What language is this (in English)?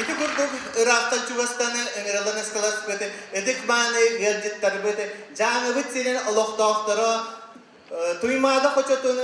Yakut